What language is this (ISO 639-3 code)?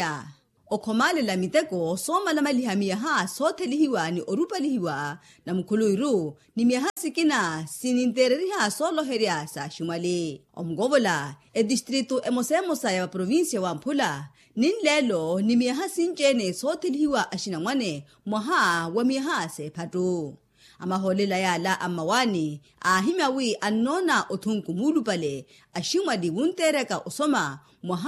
vmw